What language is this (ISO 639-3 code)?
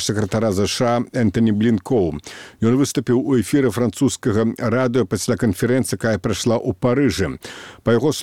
bel